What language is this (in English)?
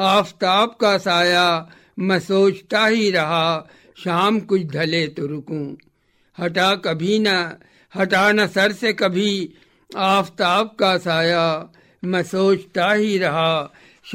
Urdu